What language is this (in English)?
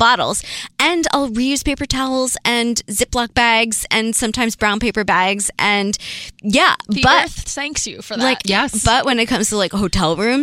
English